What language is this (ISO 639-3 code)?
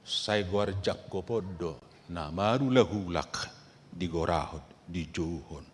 bbc